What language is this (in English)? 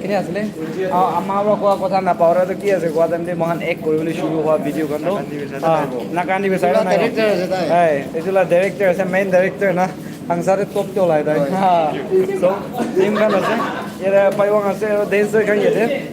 Naga Pidgin